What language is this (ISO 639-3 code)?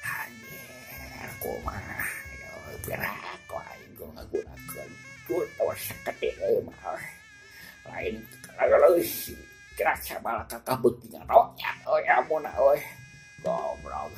sun